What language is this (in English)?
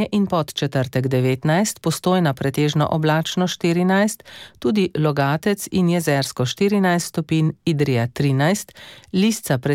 Slovenian